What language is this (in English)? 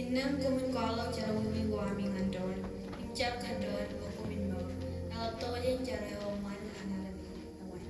Marshallese